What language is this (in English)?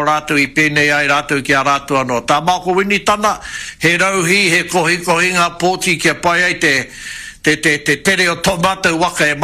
Māori